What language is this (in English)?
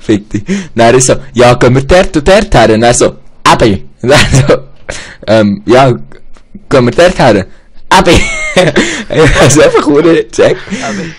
Swiss German